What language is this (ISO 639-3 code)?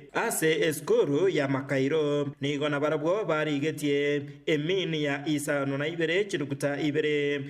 guz